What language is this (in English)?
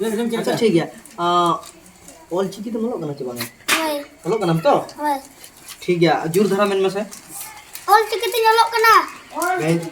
Santali